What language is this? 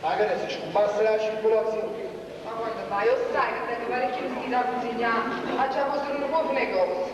Neapolitan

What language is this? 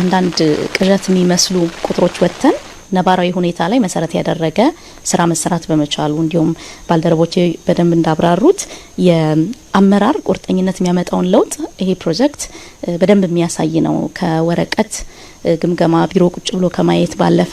Amharic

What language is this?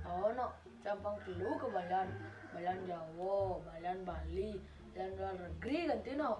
Balinese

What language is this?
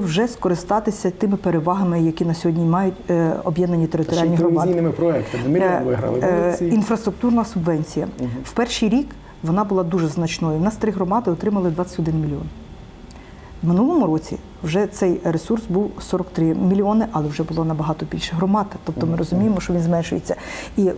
Ukrainian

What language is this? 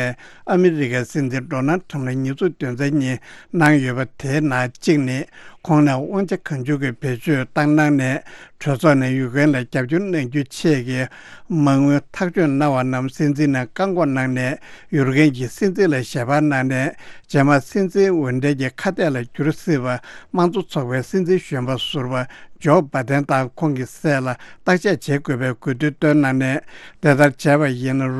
Tibetan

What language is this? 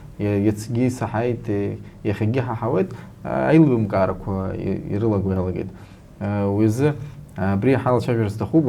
Abkhazian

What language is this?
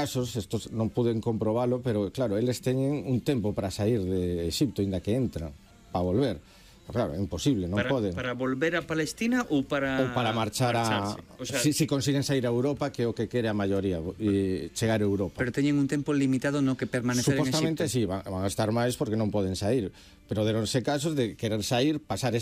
Galician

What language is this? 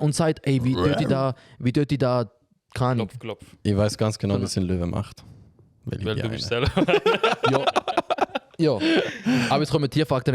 Swiss German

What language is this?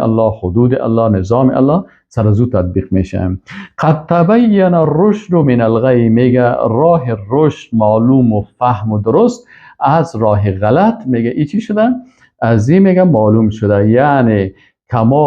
Persian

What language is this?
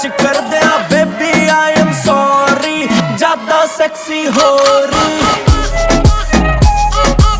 Hindi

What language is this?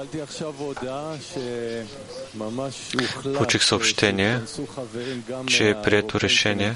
Bulgarian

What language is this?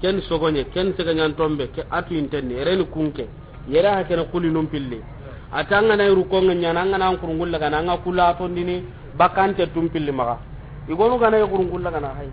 Soninke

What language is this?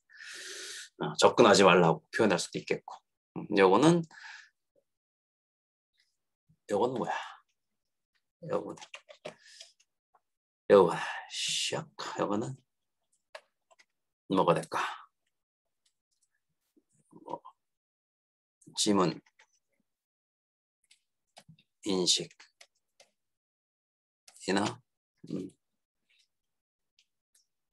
Korean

